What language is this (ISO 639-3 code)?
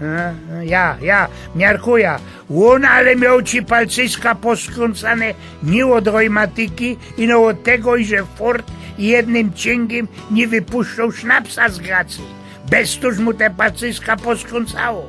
szl